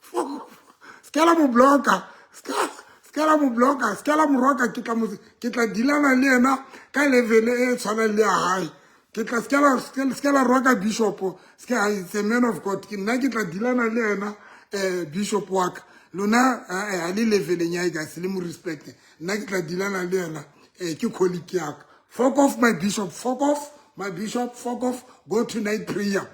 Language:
Southern Sotho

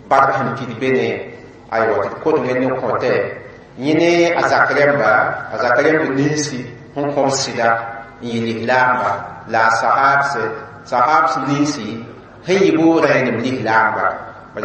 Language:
Mossi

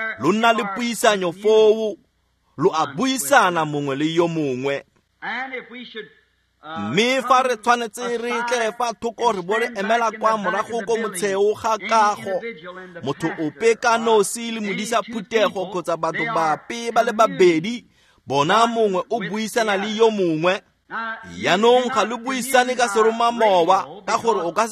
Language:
Tswana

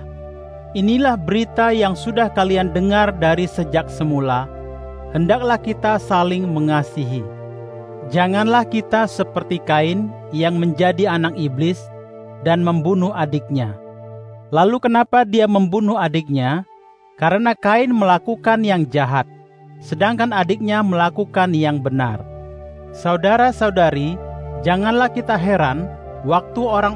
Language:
Indonesian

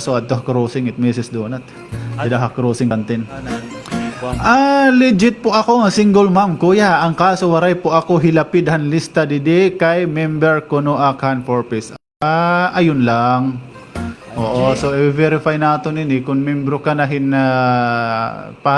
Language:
Waray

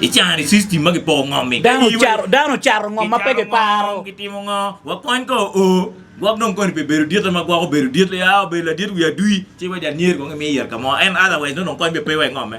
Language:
Acoli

